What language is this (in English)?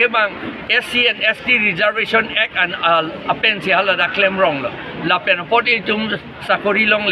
Karbi